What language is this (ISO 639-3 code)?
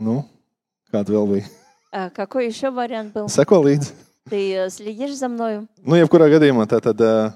lav